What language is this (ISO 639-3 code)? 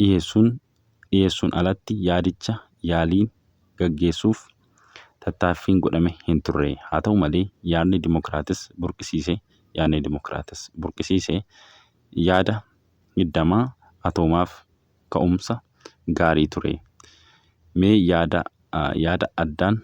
orm